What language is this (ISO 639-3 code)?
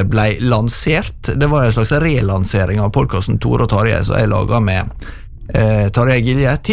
nor